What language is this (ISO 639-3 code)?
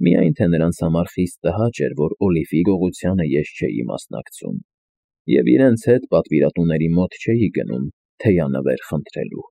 hye